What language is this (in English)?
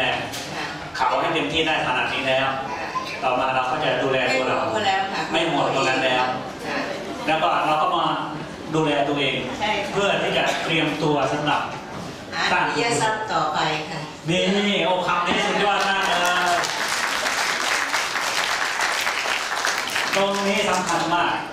Thai